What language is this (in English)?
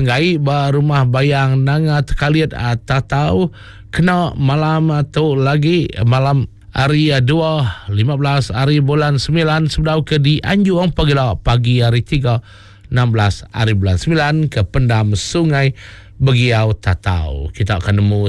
Iban